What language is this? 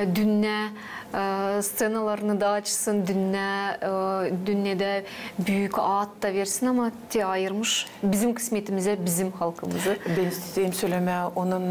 Gagauz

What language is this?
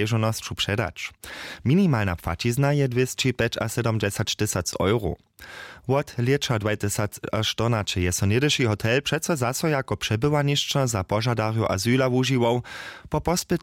Upper Sorbian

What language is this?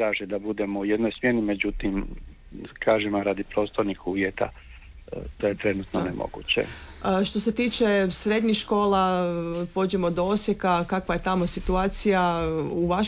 Croatian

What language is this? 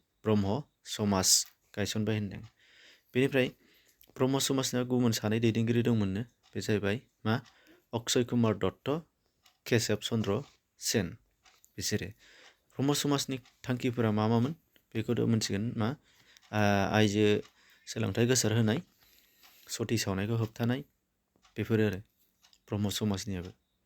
Bodo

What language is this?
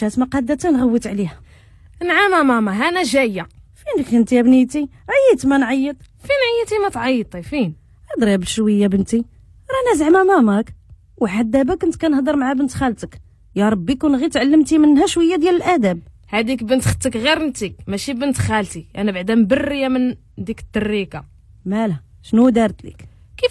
Moroccan Arabic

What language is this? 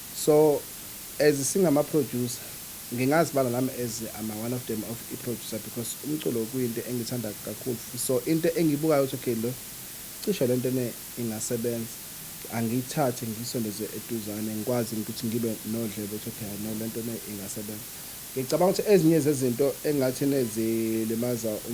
Zulu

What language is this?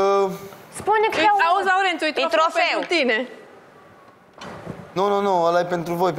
Romanian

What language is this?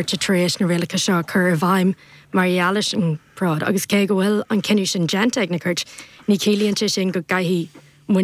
Irish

